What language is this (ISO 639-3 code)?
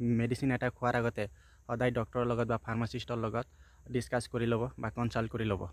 asm